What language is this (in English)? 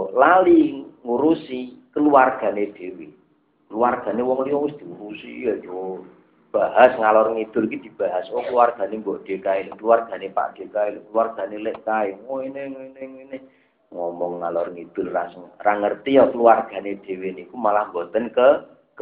Javanese